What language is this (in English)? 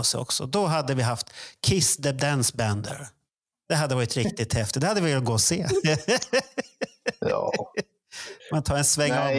Swedish